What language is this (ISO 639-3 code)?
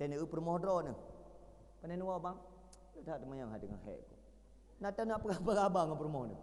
ace